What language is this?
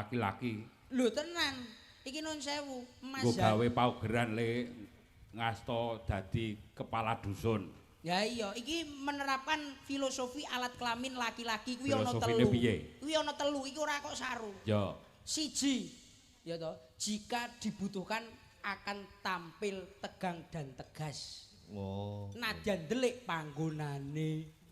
Javanese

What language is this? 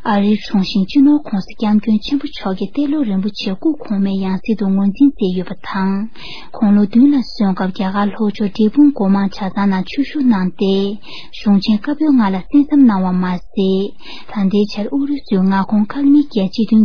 Tibetan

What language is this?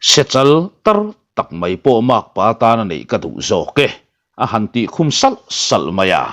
Mizo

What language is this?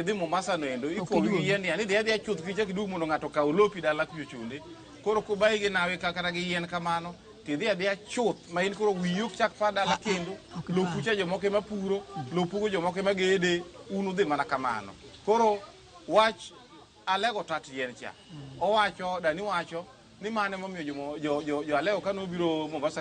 Luo (Kenya and Tanzania)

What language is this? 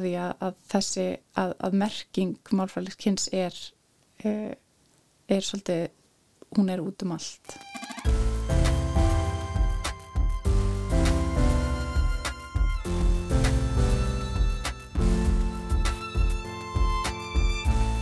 Icelandic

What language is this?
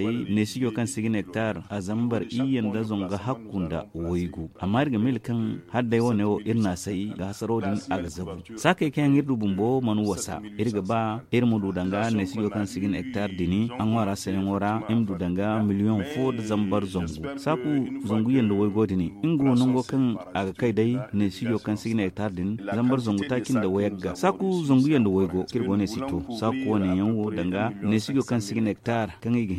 Zarma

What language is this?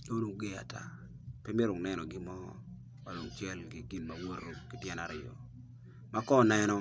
Acoli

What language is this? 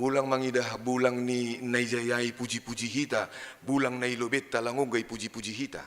Batak Simalungun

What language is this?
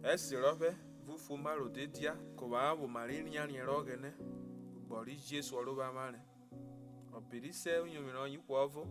Urhobo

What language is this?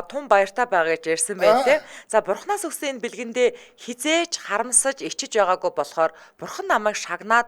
Mongolian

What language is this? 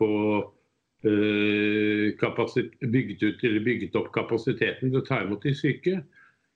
Norwegian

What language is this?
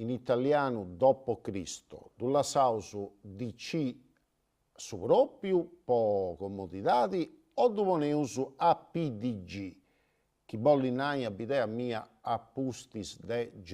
Sardinian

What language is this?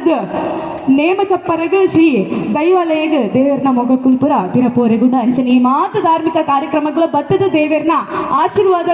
Tulu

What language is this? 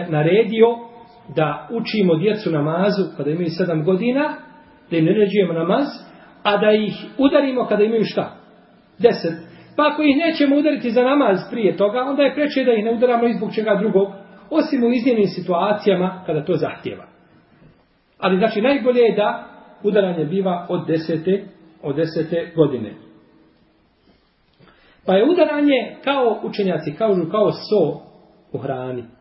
Bosnian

